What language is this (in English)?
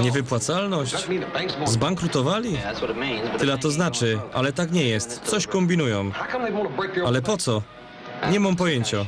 Silesian